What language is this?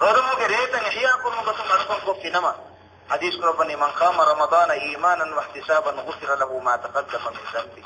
Divehi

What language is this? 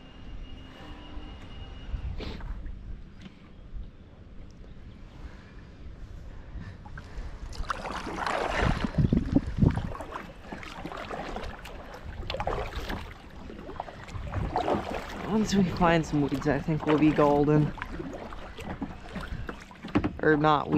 English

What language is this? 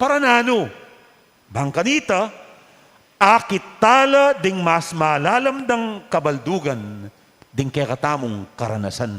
Pampanga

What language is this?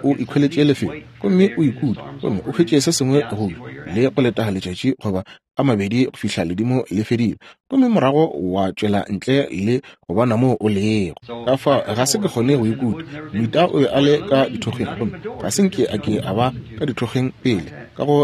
Northern Sotho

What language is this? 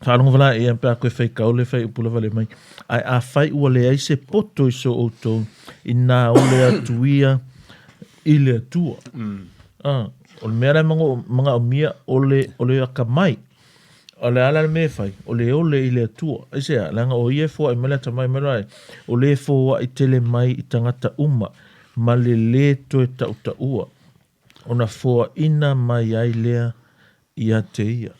Samoan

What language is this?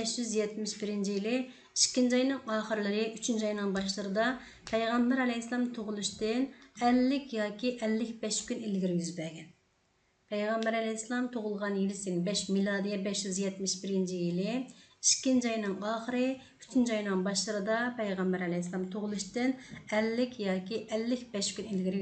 Uyghur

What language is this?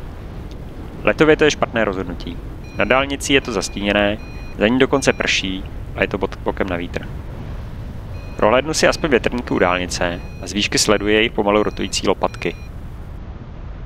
Czech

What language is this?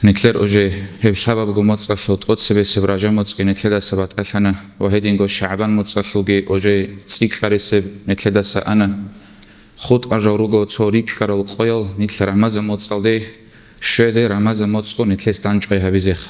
Avaric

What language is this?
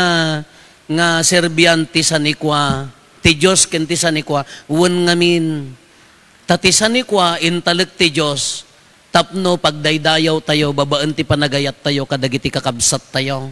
Iloko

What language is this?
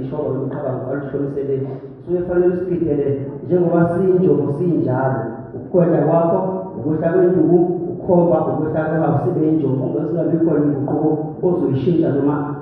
Zulu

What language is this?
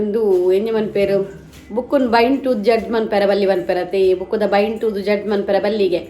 Tulu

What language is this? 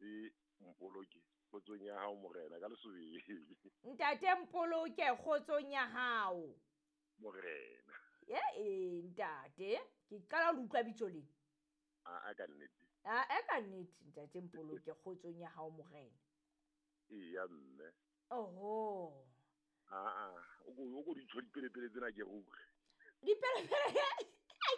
Southern Sotho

